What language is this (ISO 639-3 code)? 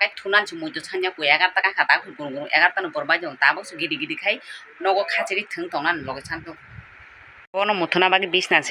trp